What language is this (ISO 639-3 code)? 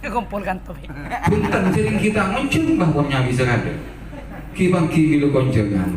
mad